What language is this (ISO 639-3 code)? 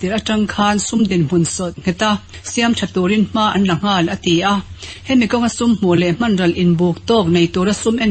lus